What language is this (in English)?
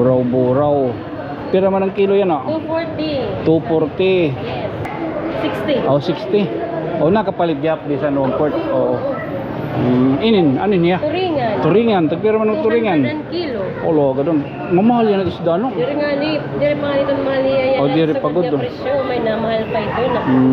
Waray